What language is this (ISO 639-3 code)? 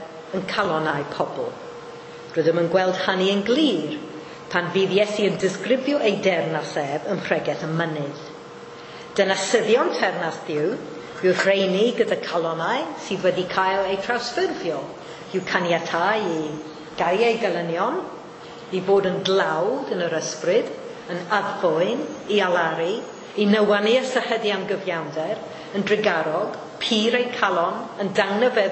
cym